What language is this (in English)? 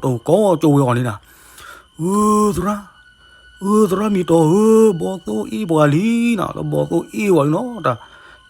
S'gaw Karen